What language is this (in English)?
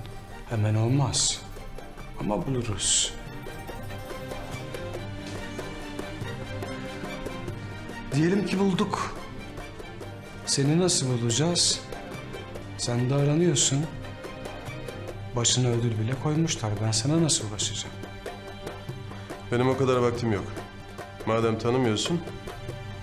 Turkish